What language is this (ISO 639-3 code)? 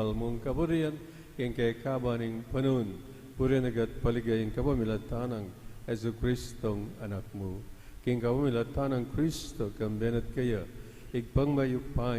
pam